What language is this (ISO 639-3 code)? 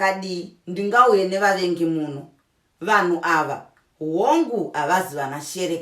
sna